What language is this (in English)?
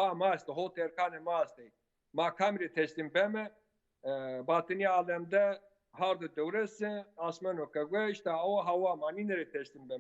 Zaza